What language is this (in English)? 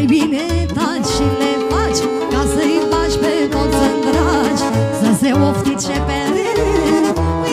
Romanian